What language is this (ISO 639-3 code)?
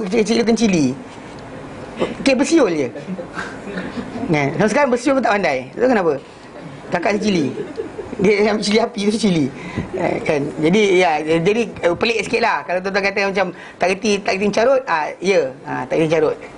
msa